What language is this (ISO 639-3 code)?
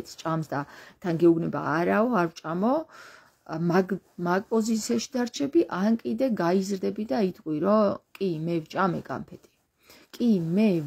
kat